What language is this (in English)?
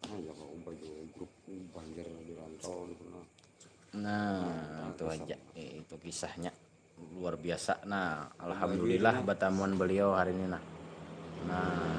Banjar